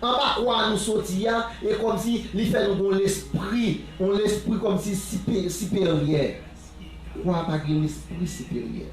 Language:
Haitian Creole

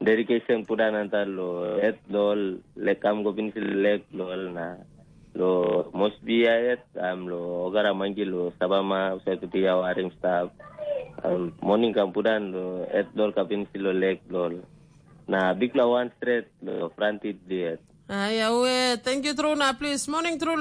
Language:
Tok Pisin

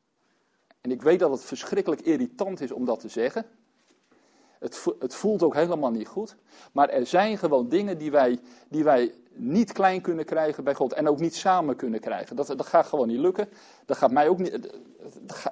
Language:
Dutch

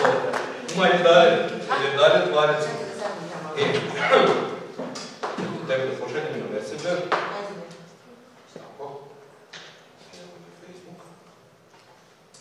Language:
Croatian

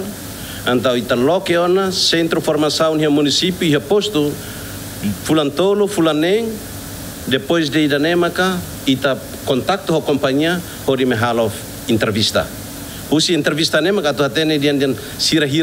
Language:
Tetum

